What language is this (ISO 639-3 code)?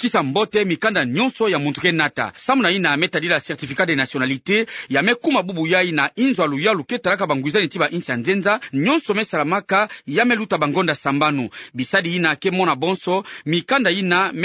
ktu